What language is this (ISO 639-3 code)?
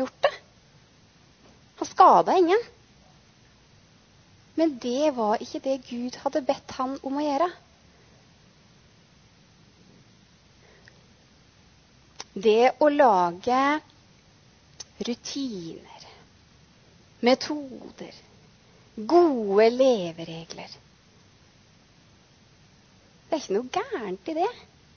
nor